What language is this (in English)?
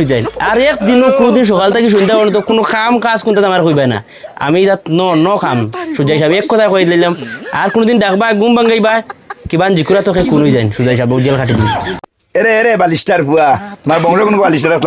Sylheti